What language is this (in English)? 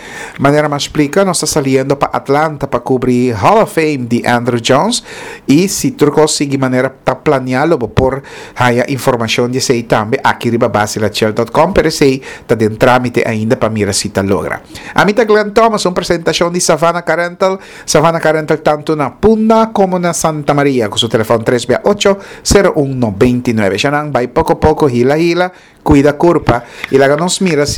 Papiamento